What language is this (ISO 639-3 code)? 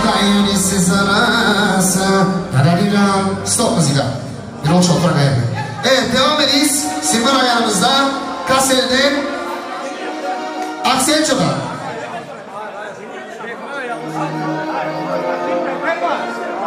tur